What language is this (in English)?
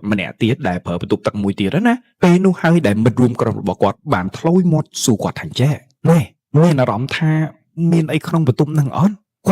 Khmer